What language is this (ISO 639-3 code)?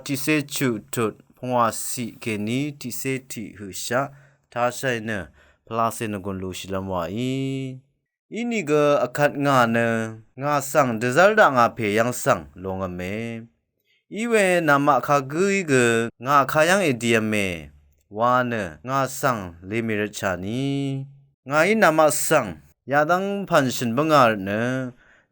raw